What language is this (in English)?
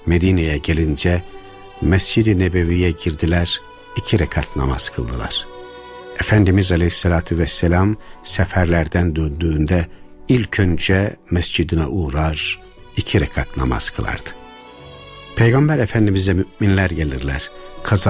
Turkish